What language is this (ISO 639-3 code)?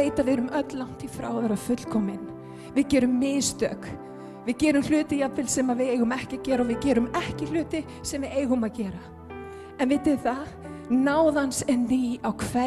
isl